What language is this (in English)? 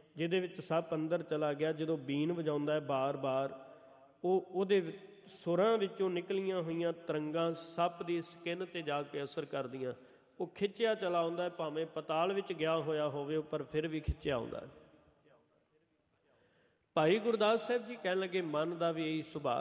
Punjabi